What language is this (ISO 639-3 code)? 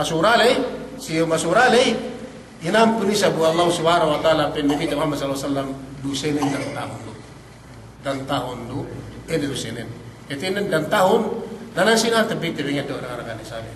yka